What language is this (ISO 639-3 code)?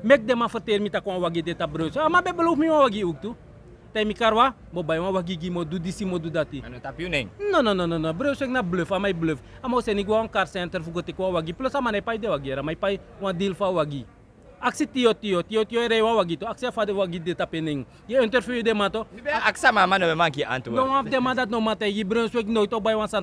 srn